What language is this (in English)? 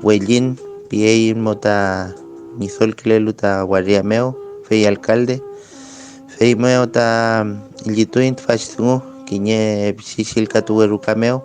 Mapuche